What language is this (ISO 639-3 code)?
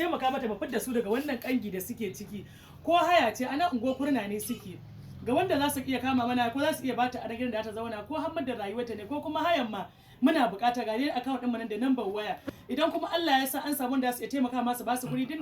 hau